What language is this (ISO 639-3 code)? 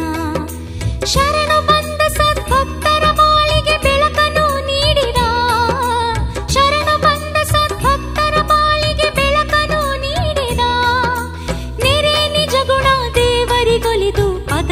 kan